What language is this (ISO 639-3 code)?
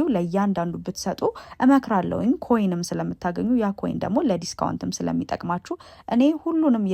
amh